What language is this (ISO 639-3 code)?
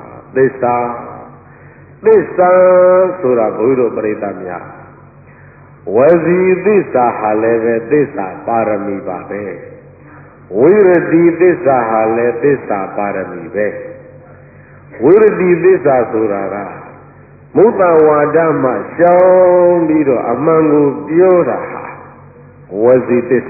mya